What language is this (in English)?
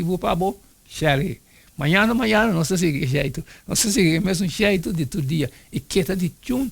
Papiamento